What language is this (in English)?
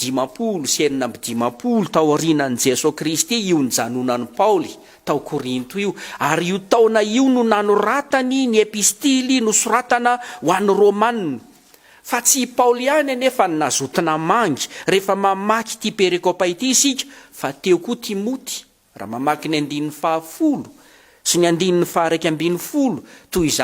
Malagasy